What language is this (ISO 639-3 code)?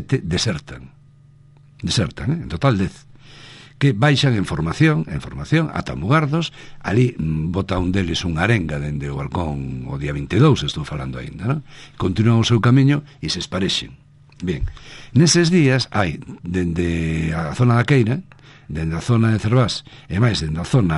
glg